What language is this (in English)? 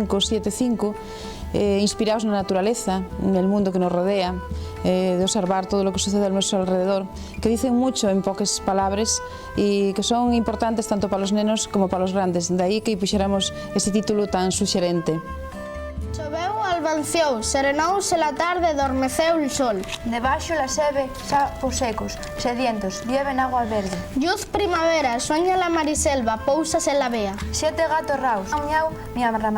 Asturian